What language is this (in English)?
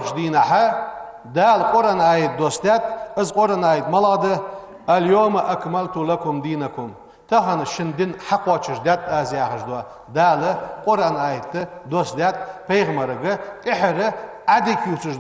Ingush